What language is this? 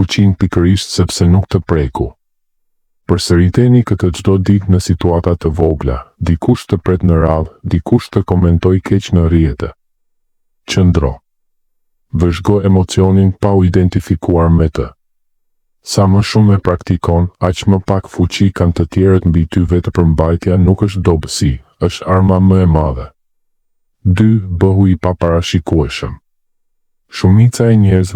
Albanian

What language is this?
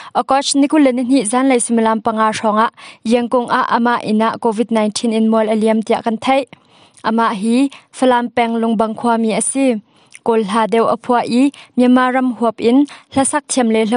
Hakha Chin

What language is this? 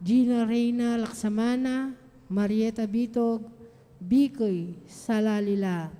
Pampanga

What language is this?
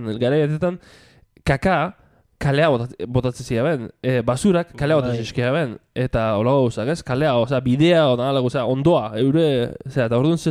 Basque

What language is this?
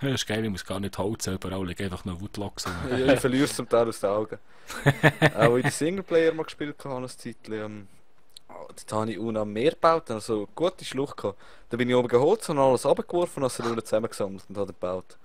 Swiss German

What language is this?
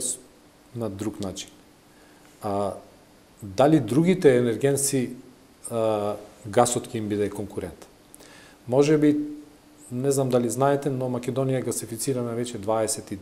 Macedonian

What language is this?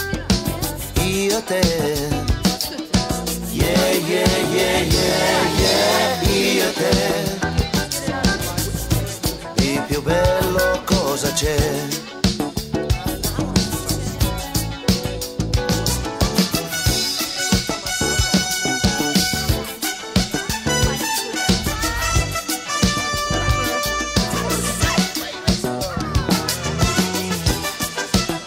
Italian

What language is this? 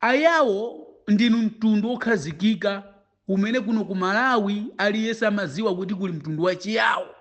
Nyanja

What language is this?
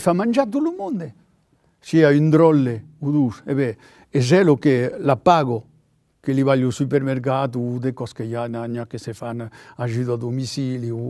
Occitan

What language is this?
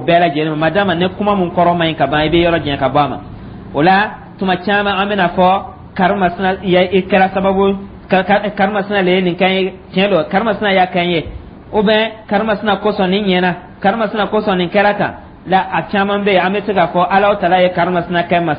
Dyula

